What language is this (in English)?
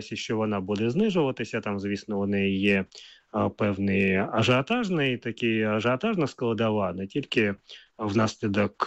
Ukrainian